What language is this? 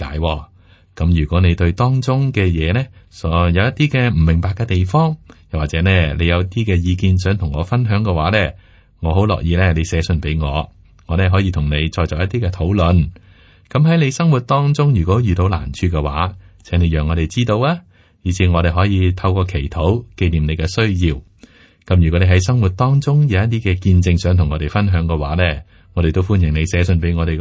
Cantonese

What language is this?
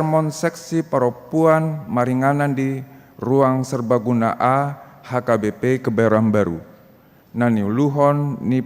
Batak Toba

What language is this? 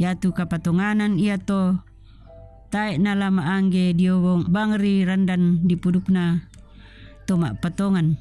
Toraja-Sa'dan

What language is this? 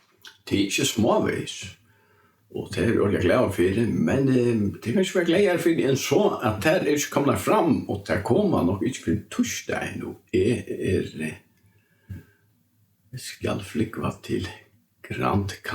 Faroese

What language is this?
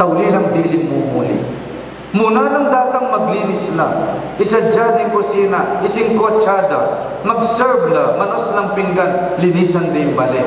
Pampanga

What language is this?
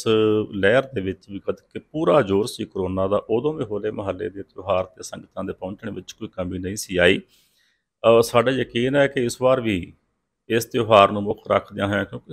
Punjabi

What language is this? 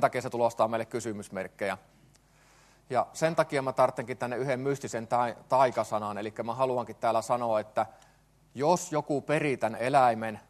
Finnish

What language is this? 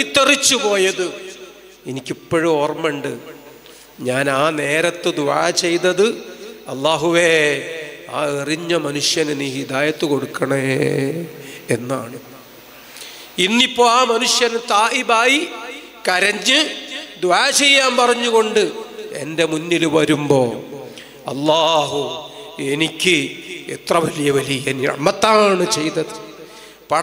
Malayalam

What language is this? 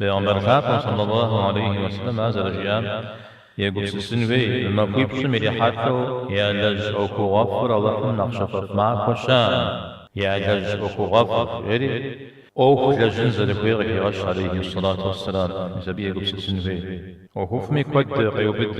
Kabardian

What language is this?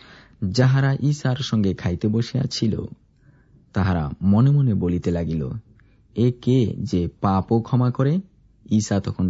Bangla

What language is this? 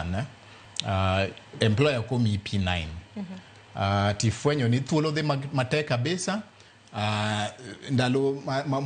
Luo (Kenya and Tanzania)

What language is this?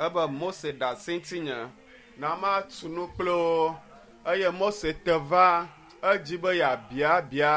Ewe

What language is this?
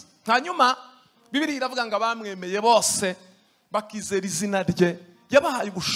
Kinyarwanda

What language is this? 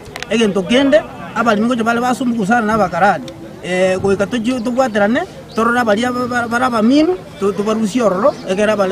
Gusii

